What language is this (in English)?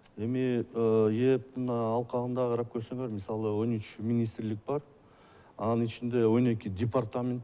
Kyrgyz